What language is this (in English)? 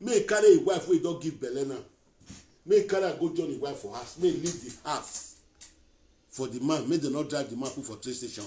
Nigerian Pidgin